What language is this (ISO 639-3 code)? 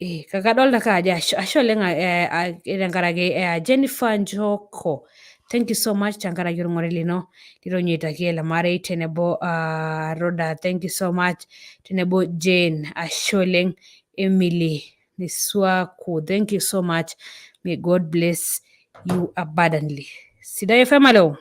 mas